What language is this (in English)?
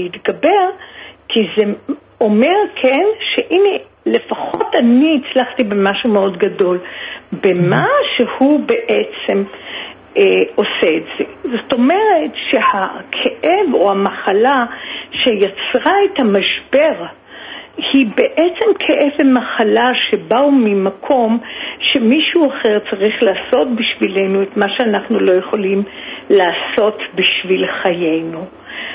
Hebrew